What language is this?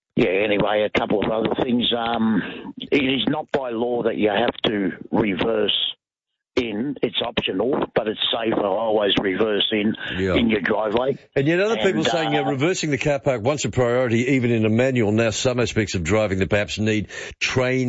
English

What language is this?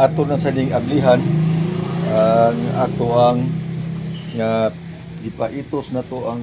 Cebuano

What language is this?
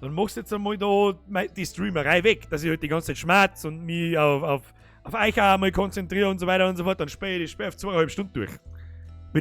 Bavarian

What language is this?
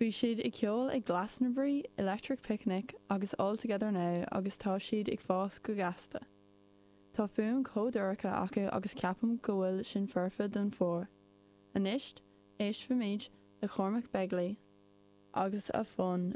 Irish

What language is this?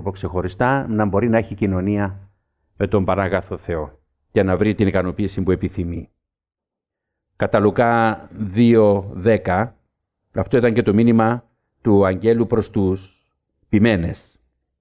Greek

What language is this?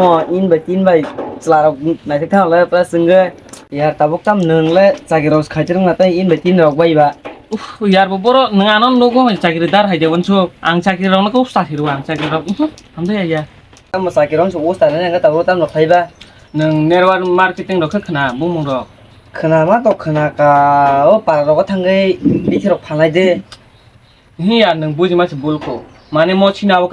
Kok Borok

